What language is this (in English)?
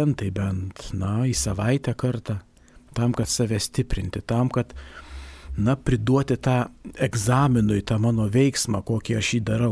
Lithuanian